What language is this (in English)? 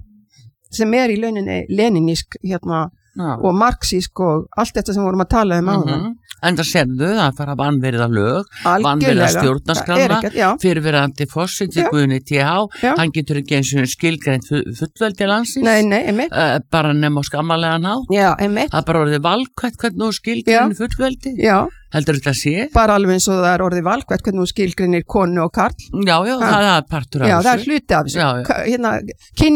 Icelandic